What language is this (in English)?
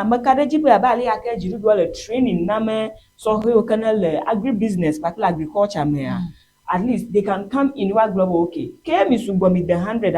Ewe